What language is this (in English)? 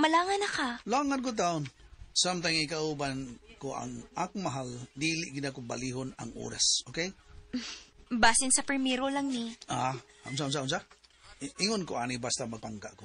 Cebuano